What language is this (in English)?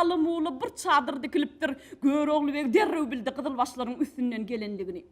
Turkmen